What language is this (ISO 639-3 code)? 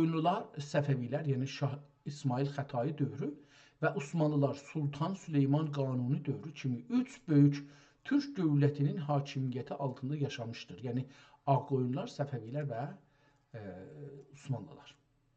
azb